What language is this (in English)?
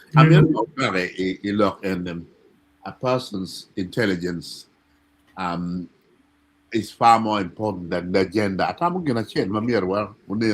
Acoli